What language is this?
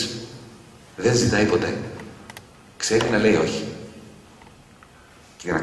Greek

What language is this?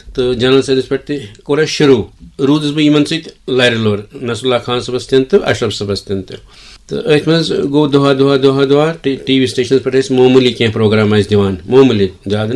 Kashmiri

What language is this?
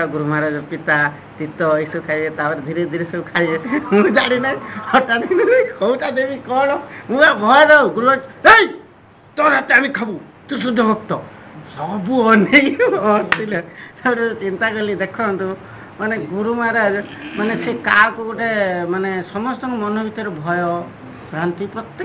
Odia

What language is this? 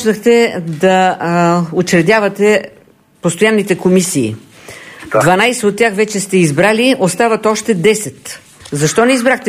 Bulgarian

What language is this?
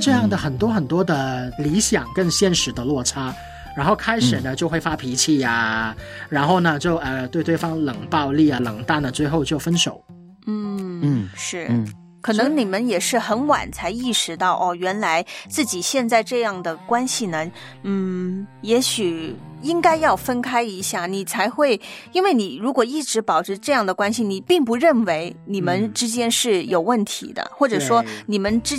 Chinese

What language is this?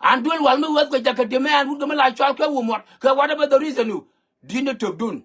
Nuer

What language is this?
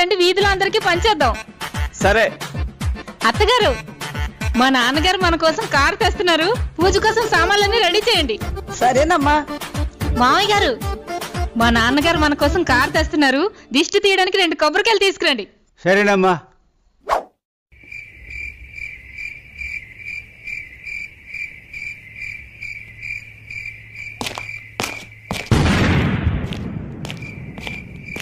Telugu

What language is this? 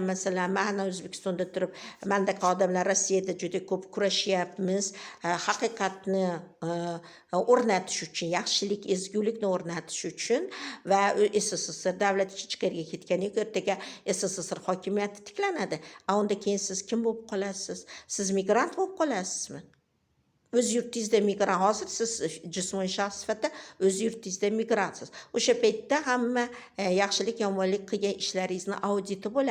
Uzbek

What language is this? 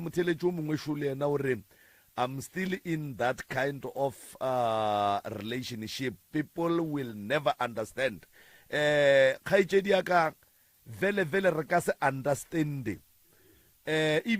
Northern Sotho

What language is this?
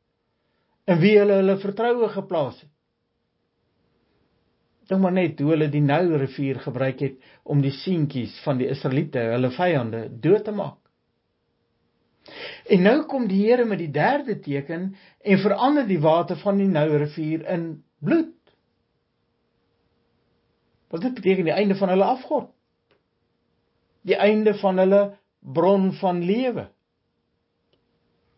Afrikaans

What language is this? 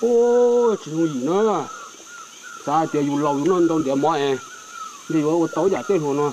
Hmong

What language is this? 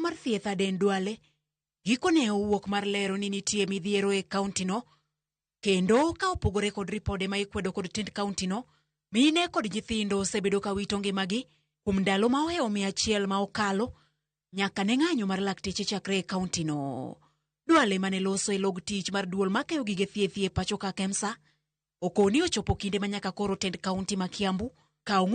Luo (Kenya and Tanzania)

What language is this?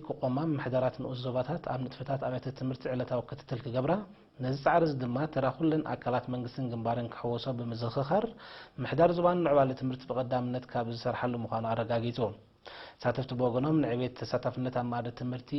Tigrinya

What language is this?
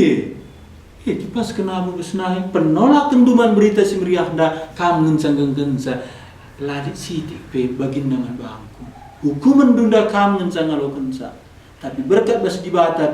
Batak Karo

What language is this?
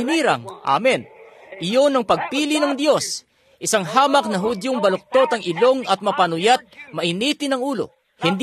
Filipino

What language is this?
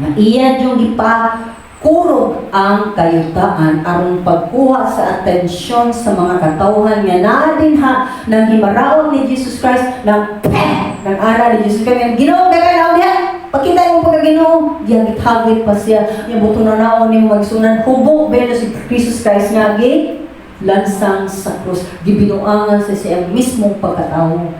Cebuano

